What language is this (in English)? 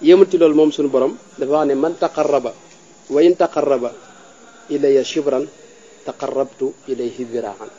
Wolof